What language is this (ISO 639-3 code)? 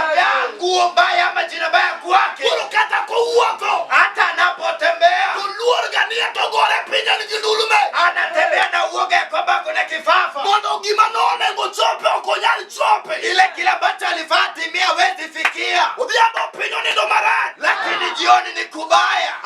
luo